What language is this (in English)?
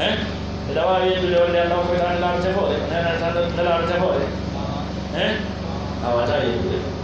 Pular